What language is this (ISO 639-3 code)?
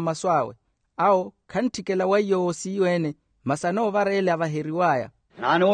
vmw